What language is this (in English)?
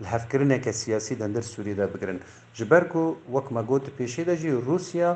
Kurdish